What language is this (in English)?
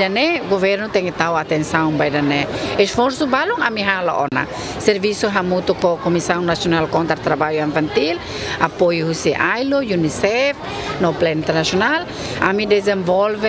Tetum